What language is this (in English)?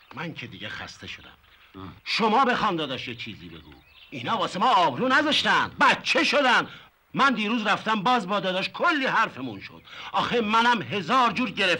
Persian